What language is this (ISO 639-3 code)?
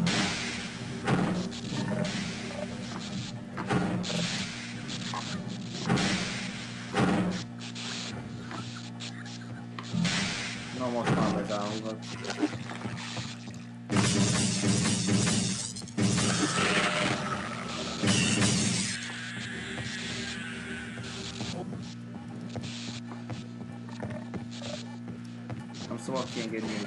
hun